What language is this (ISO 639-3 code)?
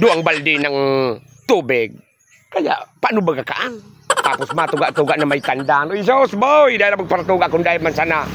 bik